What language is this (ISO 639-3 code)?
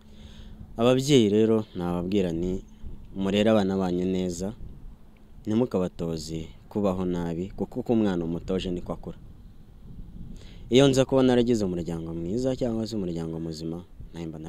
kin